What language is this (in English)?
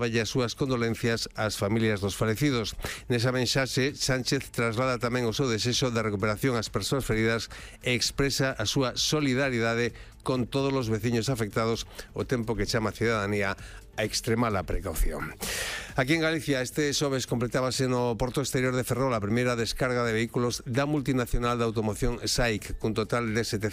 Galician